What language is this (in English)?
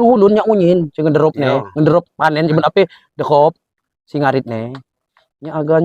Lampung Api